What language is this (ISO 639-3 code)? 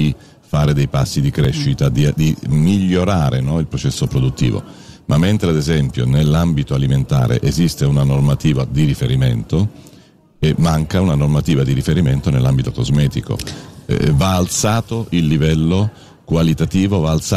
ita